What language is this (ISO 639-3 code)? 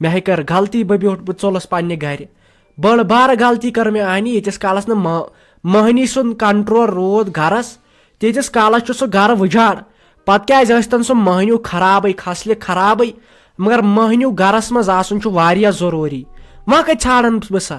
kas